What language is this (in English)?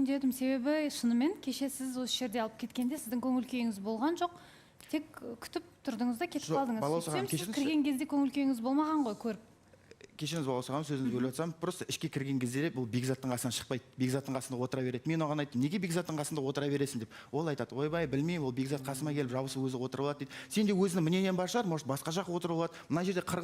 Kazakh